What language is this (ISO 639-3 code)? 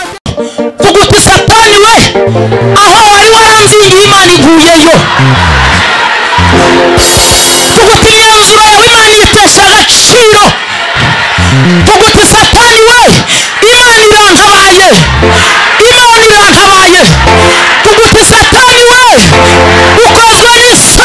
kin